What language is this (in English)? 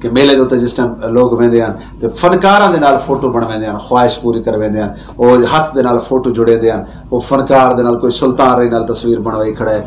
Saraiki